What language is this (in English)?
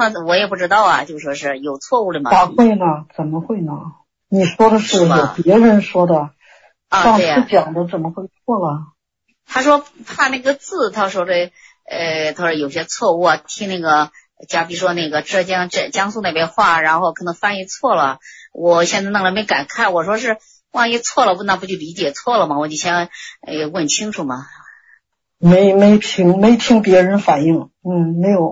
Chinese